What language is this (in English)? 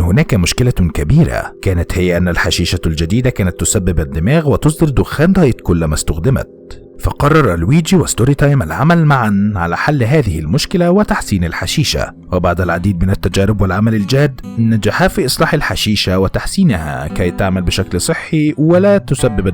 Egyptian Arabic